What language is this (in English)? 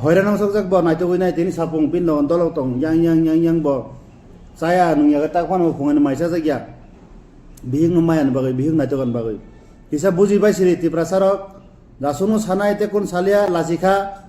Kok Borok